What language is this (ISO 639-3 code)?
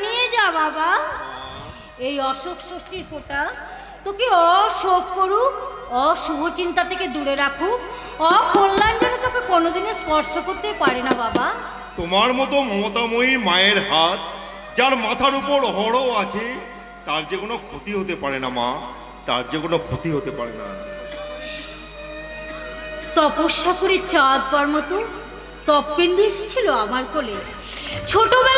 ben